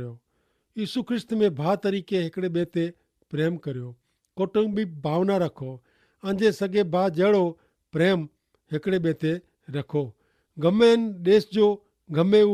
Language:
Kachhi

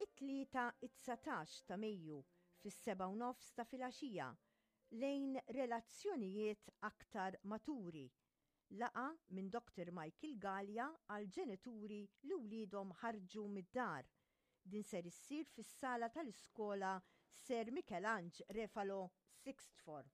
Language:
Maltese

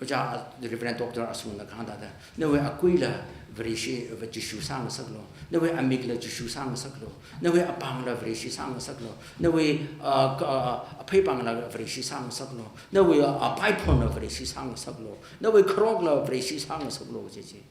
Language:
Tangkhul Naga (India)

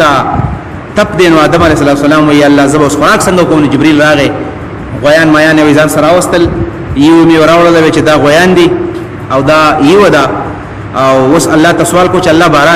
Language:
Pashto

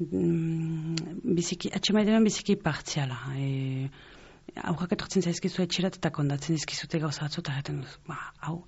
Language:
Basque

